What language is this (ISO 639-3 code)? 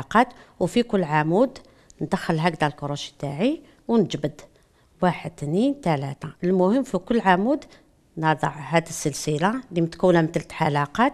arq